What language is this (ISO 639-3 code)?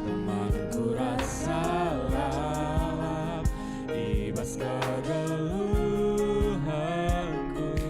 btx